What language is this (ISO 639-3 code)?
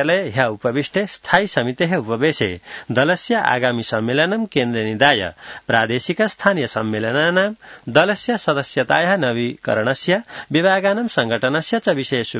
san